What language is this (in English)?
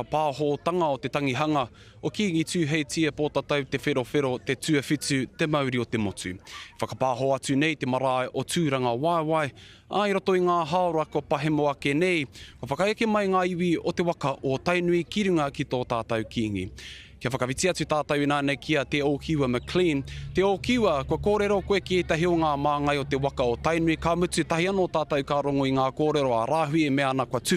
Māori